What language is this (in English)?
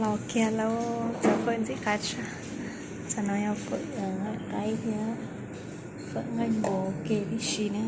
Hmong